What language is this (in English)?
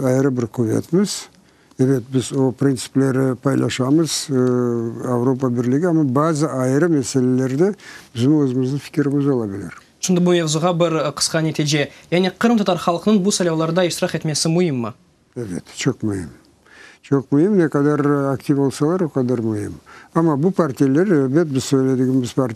Crimean Tatar